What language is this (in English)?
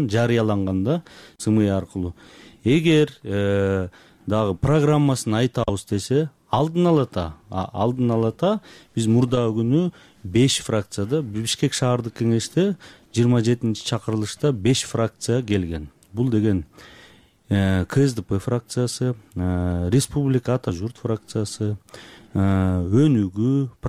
Kyrgyz